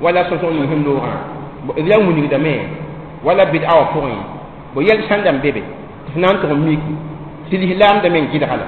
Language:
Mossi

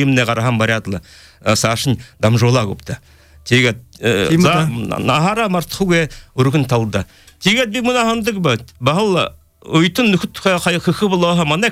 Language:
Buriat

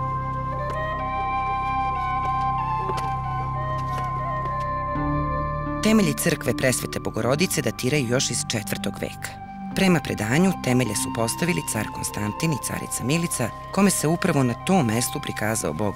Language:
Serbian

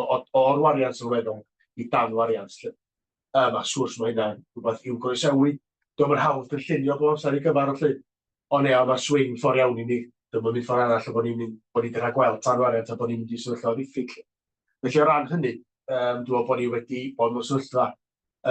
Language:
Welsh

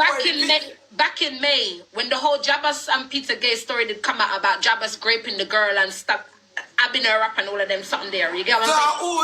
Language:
Jamaican Creole English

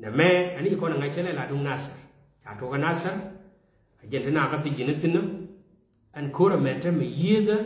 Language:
Nuer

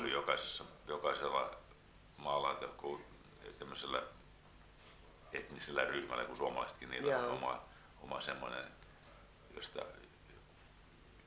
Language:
Finnish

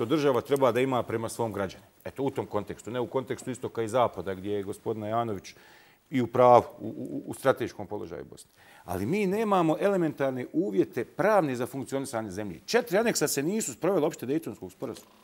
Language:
Bosnian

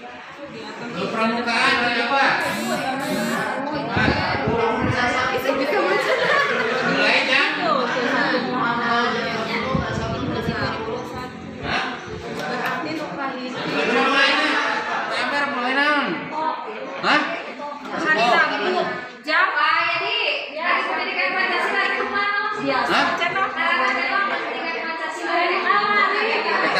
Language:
Indonesian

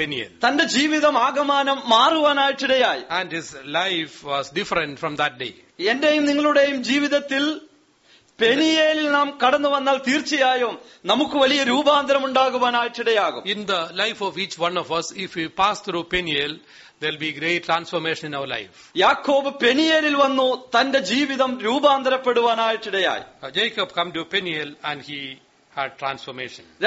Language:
Malayalam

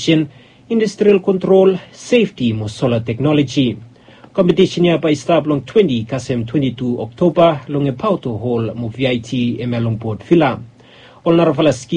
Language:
Bislama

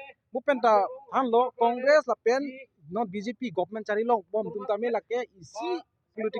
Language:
Karbi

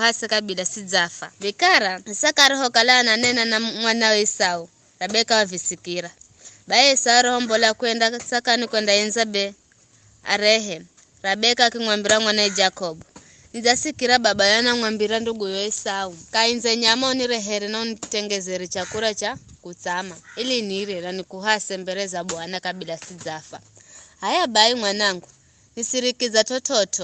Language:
Giryama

